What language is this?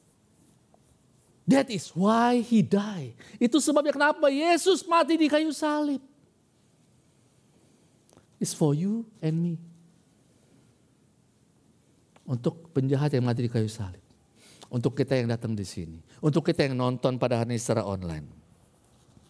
Indonesian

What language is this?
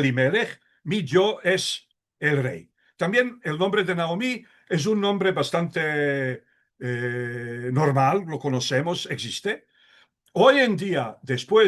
Ladino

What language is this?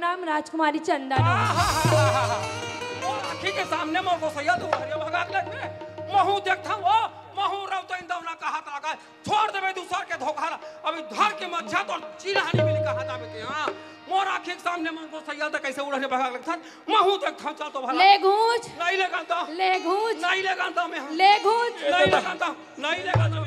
Chhattisgarhi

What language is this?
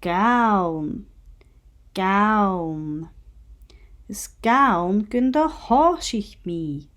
Scottish Gaelic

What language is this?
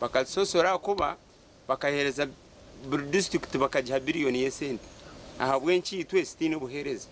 Nyankole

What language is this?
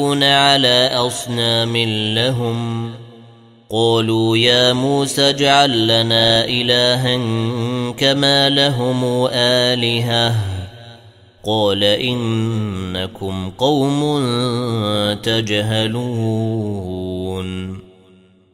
Arabic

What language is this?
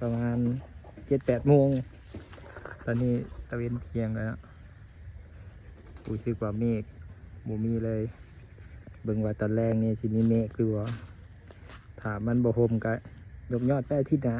Lao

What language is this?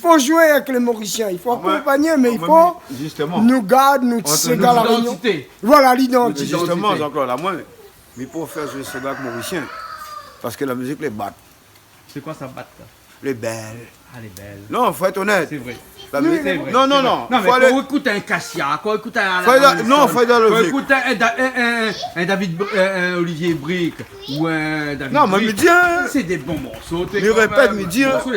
Réunion Creole French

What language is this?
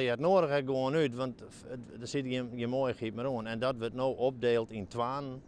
Western Frisian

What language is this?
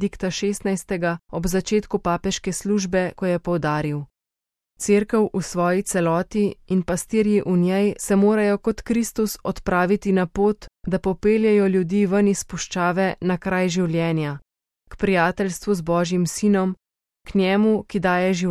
Slovenian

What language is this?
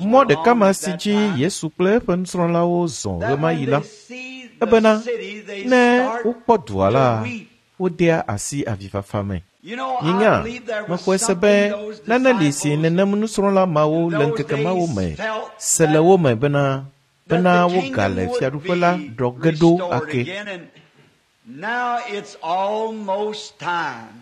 Ewe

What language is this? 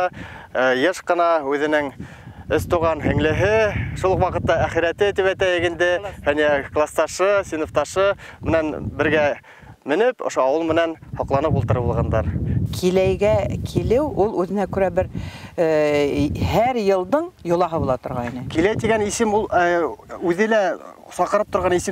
Bashkir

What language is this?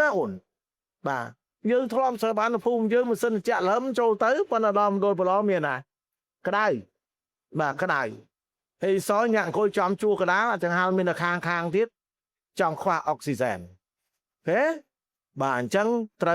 Khmer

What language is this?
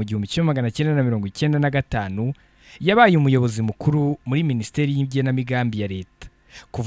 Kinyarwanda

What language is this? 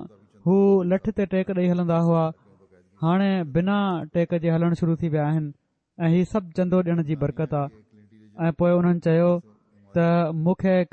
Sindhi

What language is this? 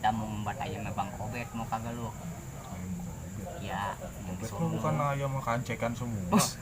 Betawi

